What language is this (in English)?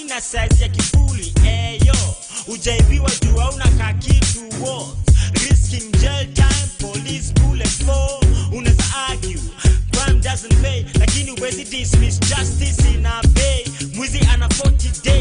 Gusii